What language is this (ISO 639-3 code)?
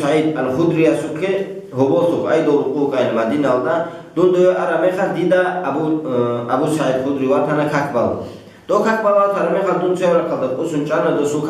ava